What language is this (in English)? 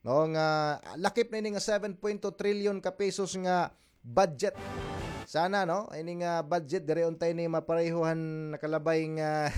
Waray